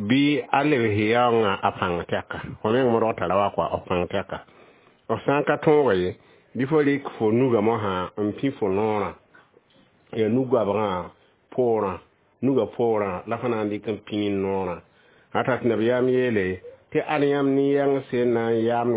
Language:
Mossi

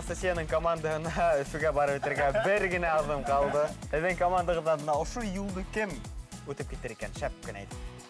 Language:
Bashkir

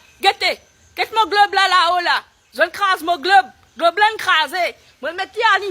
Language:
Morisyen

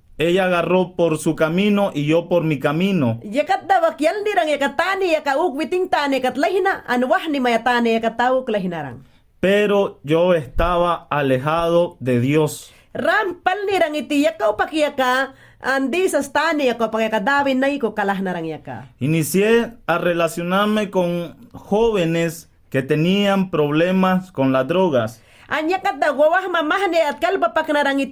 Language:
Mayangna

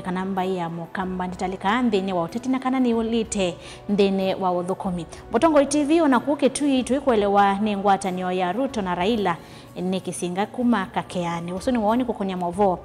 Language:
Kamba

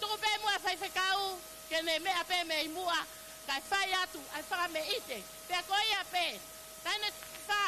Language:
Tongan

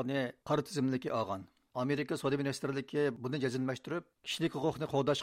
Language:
Uyghur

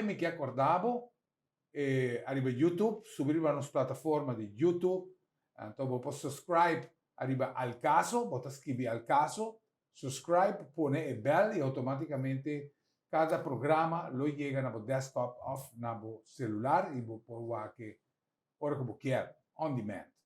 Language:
Papiamento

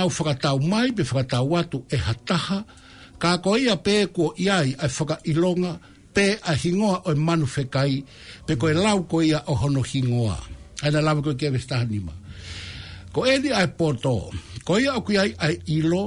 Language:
Tongan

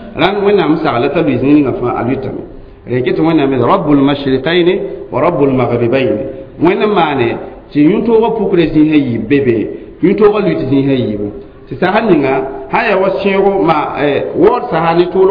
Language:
Mossi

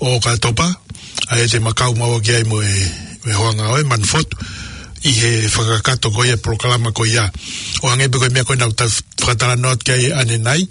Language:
Tongan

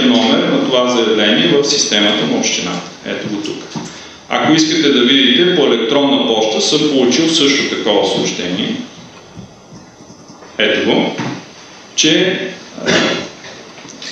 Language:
Bulgarian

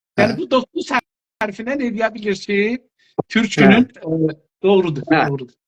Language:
South Azerbaijani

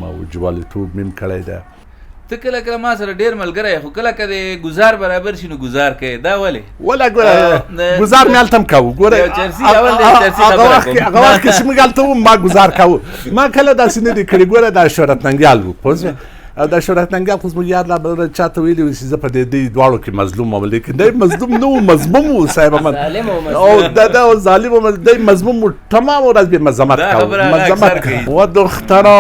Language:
Pashto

